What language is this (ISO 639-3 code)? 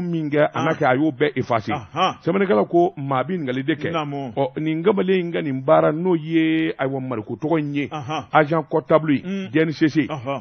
bam